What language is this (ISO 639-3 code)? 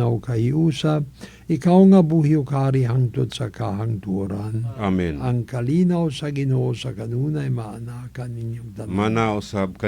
ceb